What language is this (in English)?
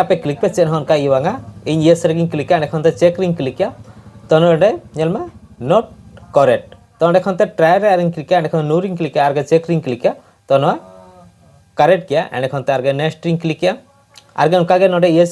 Santali